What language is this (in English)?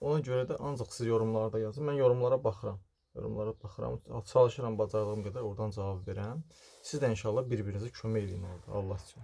Azerbaijani